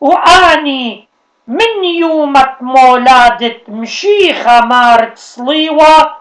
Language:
Assyrian Neo-Aramaic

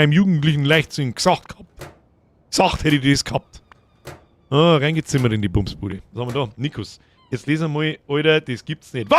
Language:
Bavarian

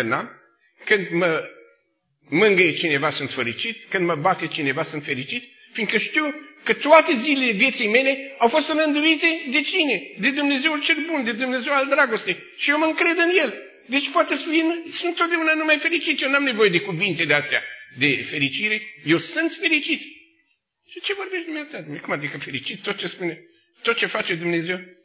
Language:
Romanian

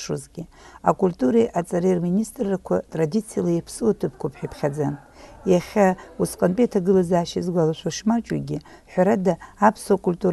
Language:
Abkhazian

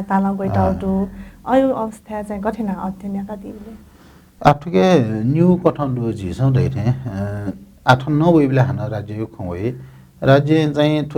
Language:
Newari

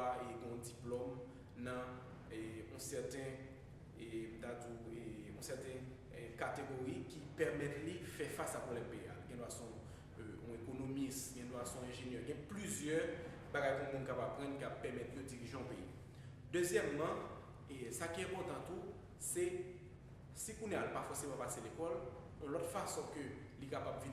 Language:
Haitian Creole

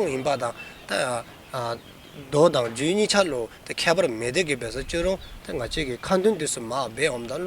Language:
Dzongkha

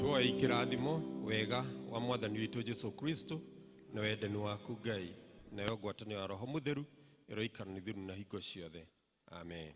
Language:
Kikuyu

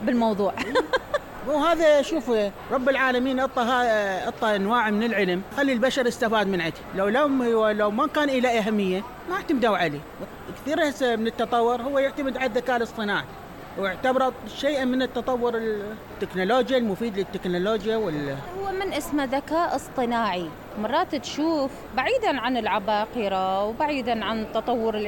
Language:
Mesopotamian Arabic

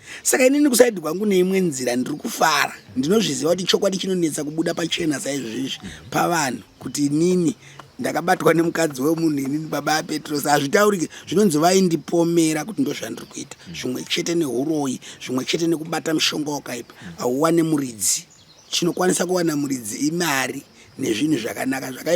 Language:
Shona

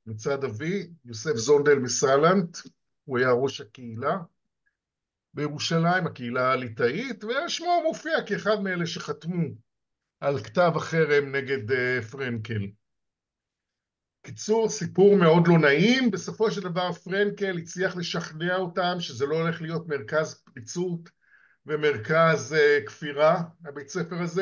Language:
Hebrew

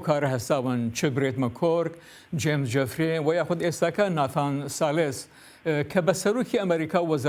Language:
Central Kurdish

